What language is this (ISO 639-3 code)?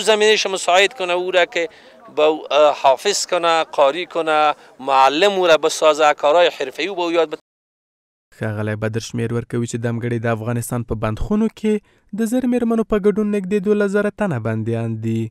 pus